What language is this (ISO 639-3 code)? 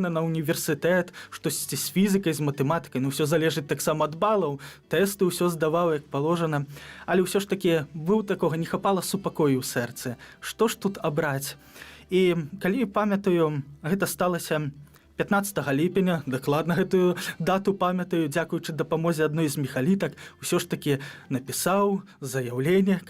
bel